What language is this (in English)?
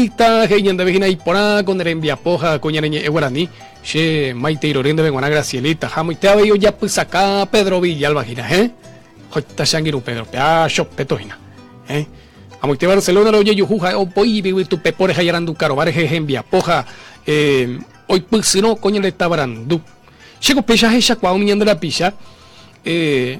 Guarani